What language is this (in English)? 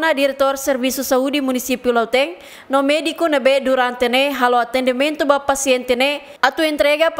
Tetum